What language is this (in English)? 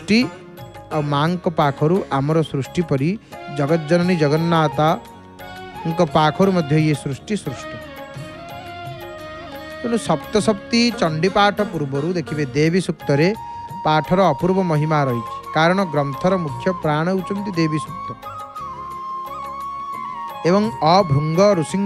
Odia